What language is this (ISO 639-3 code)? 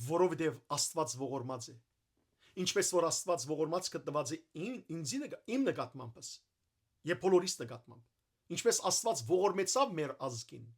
hyw